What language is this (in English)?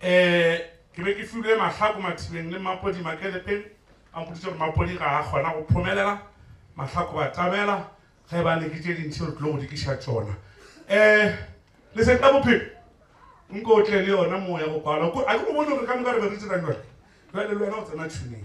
Northern Sotho